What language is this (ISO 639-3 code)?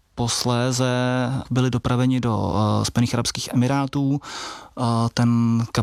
ces